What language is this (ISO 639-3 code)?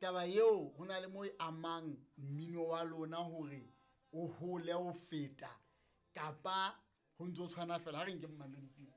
sot